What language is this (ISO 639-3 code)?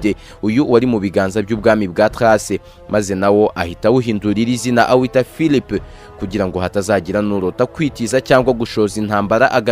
kin